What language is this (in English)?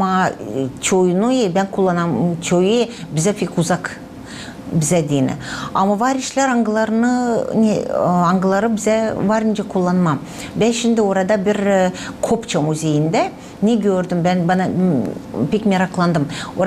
Gagauz